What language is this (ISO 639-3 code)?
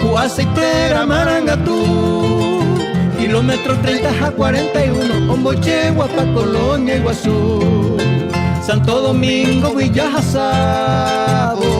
grn